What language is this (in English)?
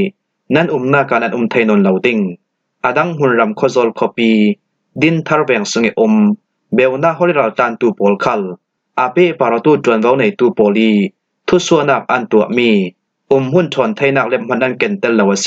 Falam Chin